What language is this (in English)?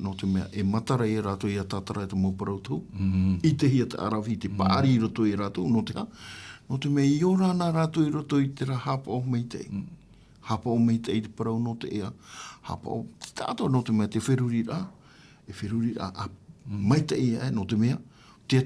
Tahitian